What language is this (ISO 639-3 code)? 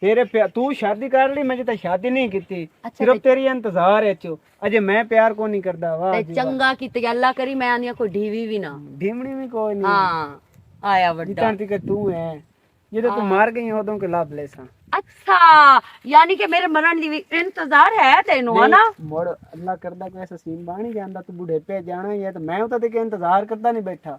lah